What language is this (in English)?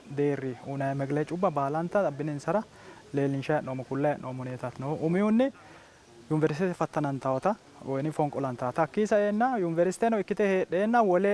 Sidamo